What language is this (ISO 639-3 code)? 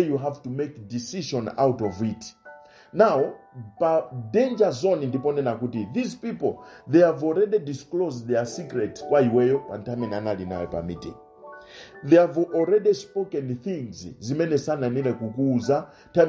nya